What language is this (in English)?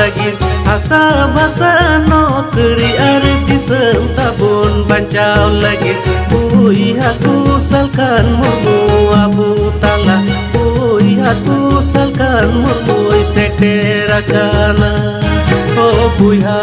Santali